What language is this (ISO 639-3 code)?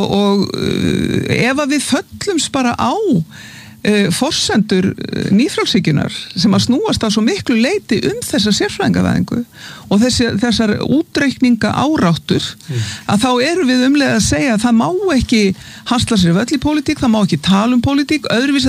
isl